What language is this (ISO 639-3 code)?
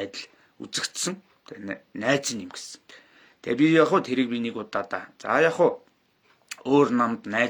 mon